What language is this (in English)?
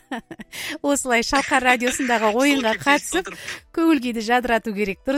Kazakh